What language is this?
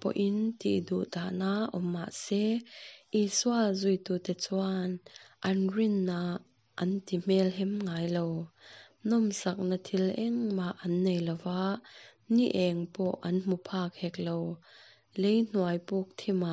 Mizo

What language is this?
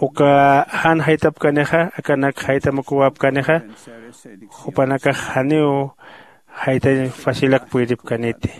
Aymara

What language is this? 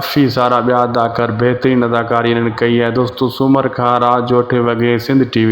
Sindhi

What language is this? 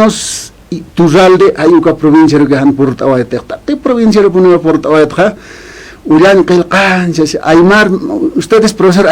Aymara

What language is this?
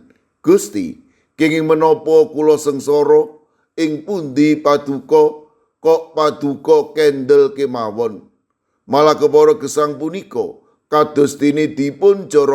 Javanese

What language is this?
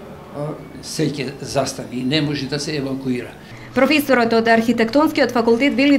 Macedonian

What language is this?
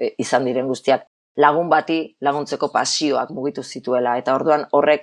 Basque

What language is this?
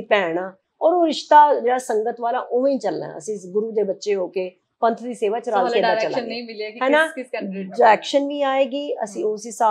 Punjabi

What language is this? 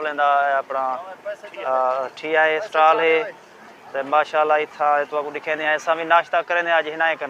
Saraiki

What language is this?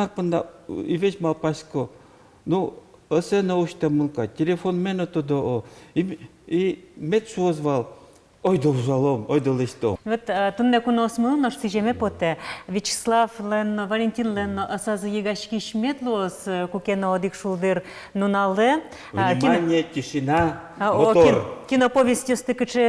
Udmurt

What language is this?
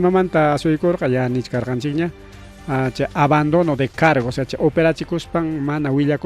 Ayacucho Quechua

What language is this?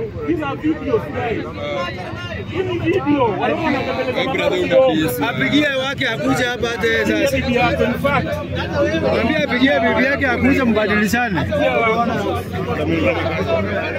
Swahili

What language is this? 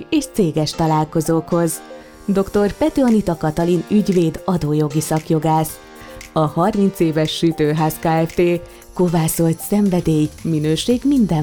Hungarian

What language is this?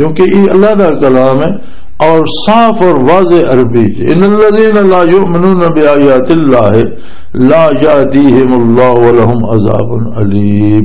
Western Panjabi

